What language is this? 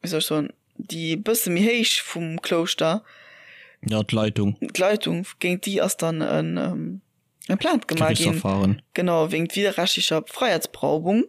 Luxembourgish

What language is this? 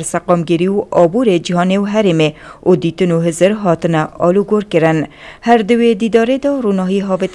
Kurdish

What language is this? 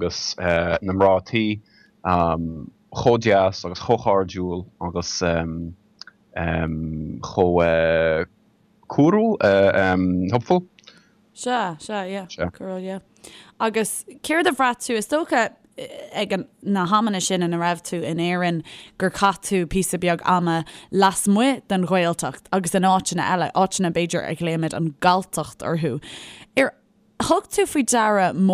Irish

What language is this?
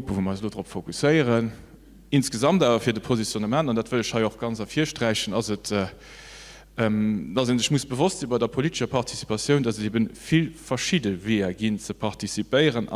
Luxembourgish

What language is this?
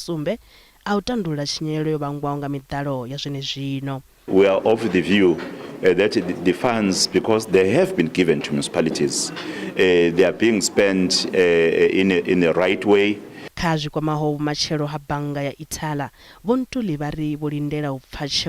Venda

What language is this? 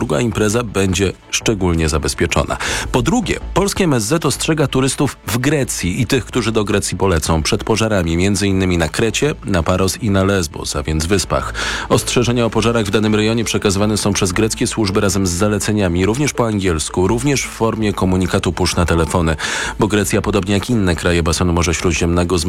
Polish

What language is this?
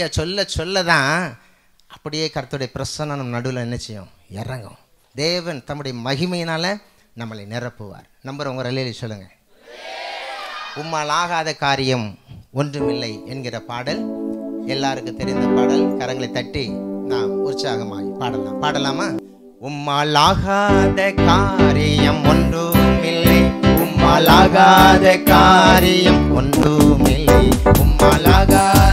Tamil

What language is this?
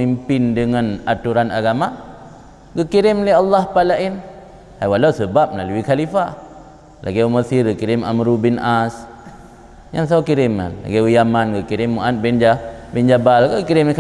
Achinese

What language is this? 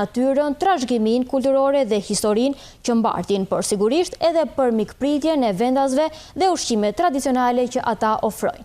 Albanian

